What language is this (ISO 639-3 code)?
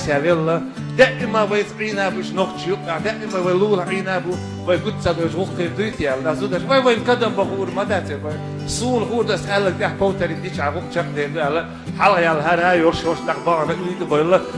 che